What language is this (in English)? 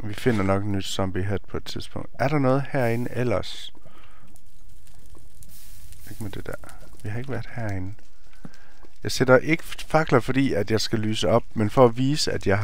Danish